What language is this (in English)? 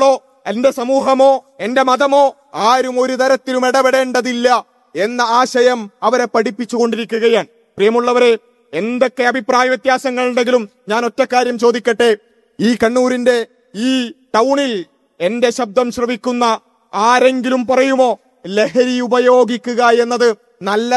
Malayalam